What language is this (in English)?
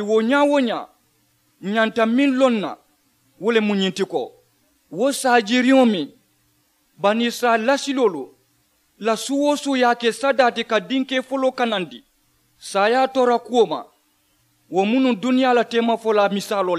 Mandingo